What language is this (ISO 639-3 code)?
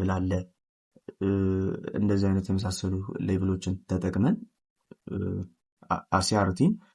amh